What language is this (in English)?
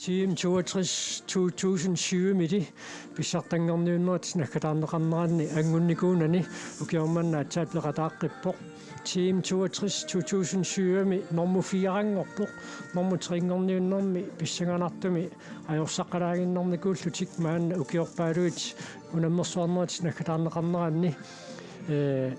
Kalaallisut